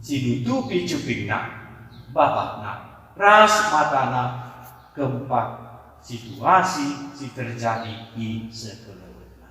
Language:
Batak Karo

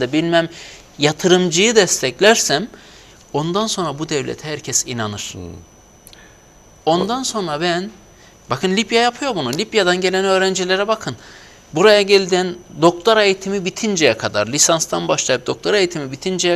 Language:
Turkish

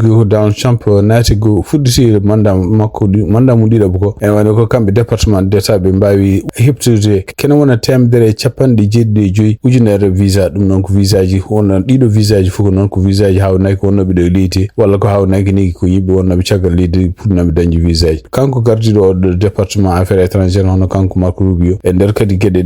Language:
Fula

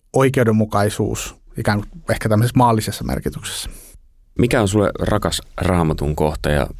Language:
Finnish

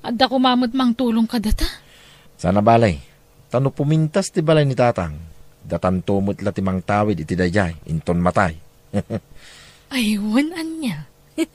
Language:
Iloko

